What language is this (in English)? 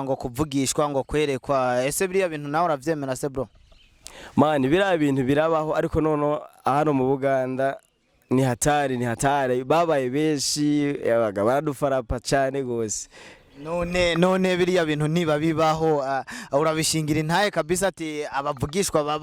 Rundi